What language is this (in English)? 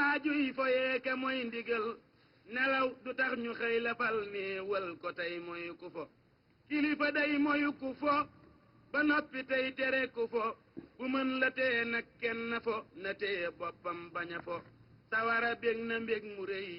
Wolof